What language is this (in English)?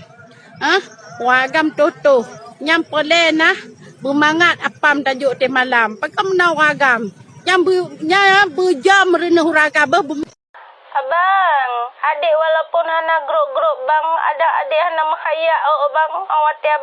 Achinese